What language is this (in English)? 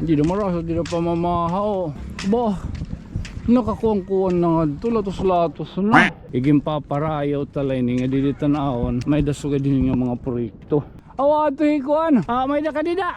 Waray